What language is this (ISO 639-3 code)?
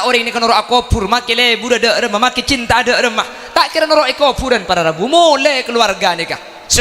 mad